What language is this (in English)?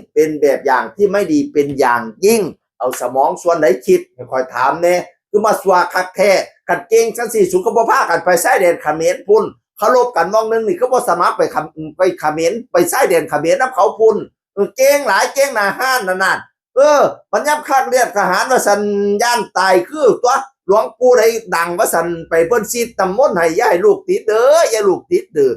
Northeastern Thai